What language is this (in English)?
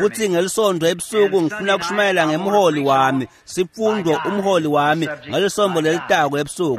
Swati